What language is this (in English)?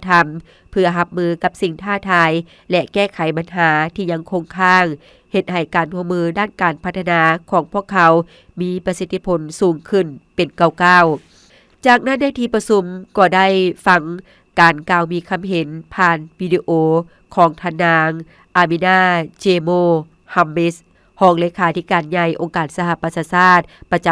Lao